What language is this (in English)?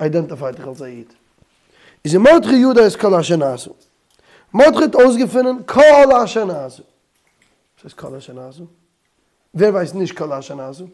Yiddish